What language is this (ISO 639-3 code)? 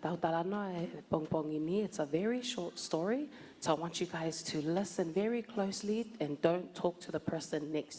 ton